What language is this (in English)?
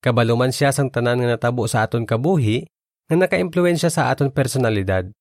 Hiligaynon